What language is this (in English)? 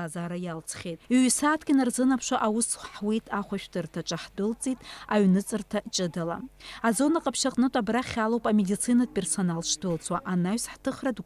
Abkhazian